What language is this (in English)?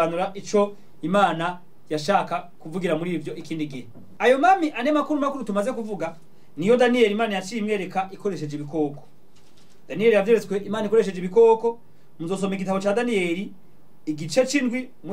Rundi